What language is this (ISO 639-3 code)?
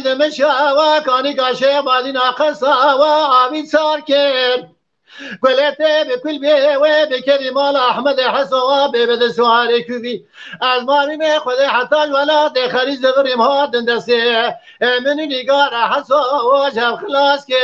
kur